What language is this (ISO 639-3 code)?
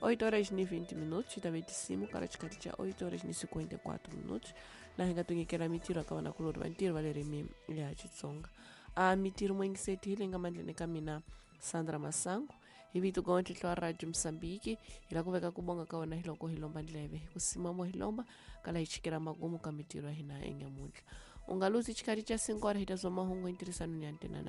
tso